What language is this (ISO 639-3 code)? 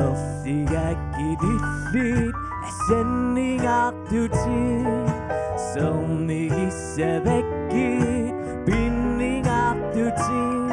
kal